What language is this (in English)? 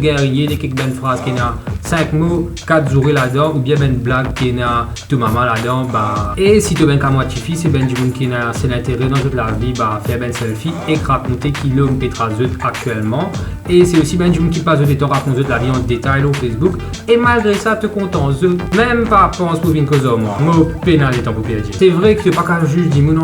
Morisyen